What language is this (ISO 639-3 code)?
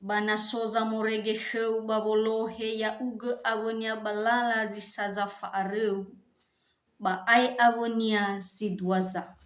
nia